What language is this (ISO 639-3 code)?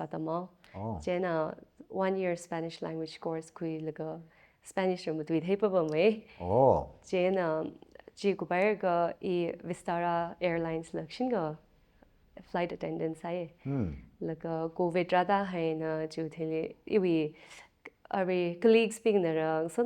nmf